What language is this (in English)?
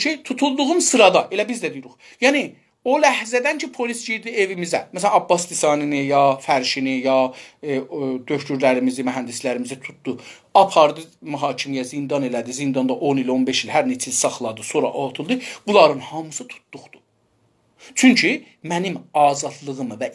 South Azerbaijani